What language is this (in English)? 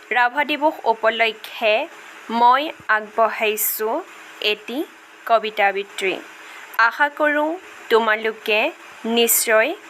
Assamese